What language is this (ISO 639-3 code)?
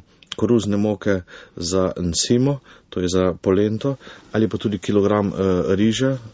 slv